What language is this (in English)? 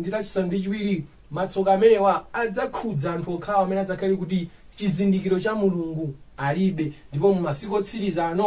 Nyanja